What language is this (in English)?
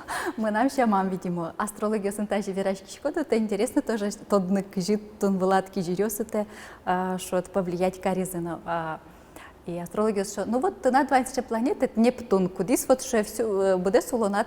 Udmurt